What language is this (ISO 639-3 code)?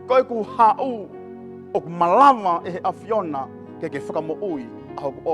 ton